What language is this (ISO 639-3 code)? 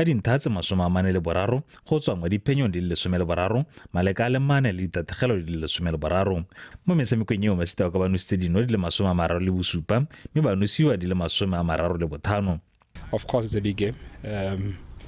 tsn